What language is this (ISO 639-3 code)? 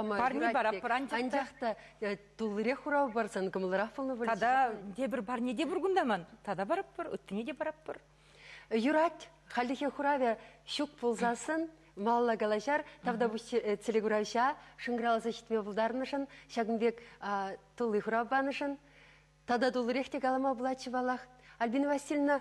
chv